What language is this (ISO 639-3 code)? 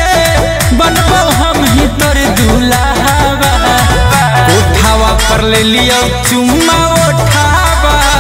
bho